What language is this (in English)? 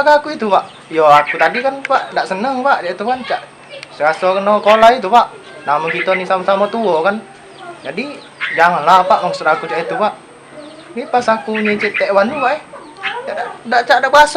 Musi